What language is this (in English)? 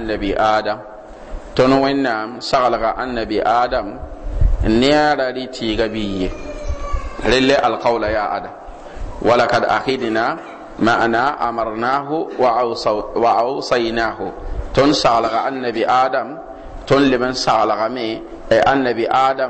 Mossi